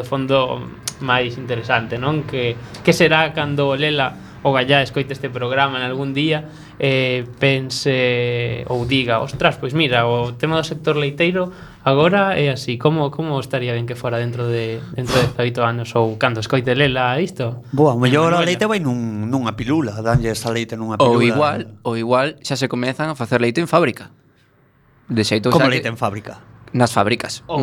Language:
Galician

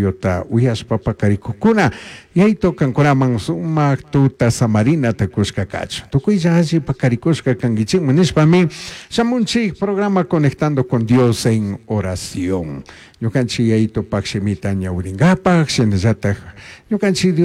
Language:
Chimborazo Highland Quichua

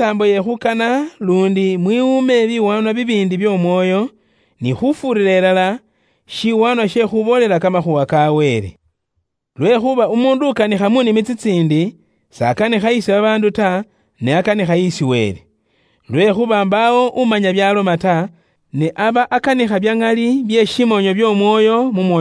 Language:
Luyia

